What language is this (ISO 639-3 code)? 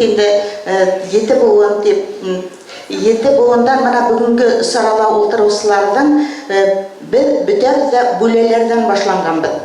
bak